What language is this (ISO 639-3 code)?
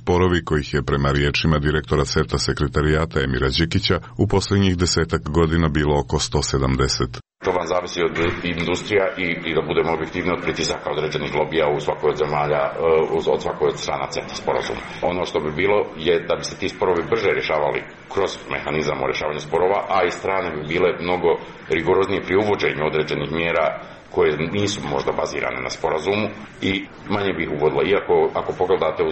hrv